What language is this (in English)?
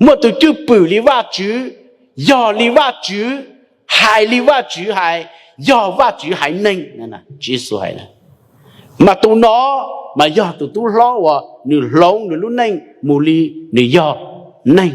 Hmong